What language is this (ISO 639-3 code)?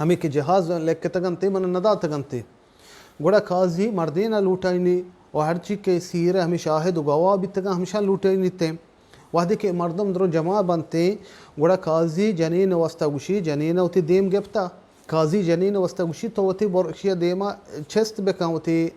bal